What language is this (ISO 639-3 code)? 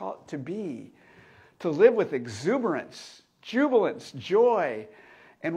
eng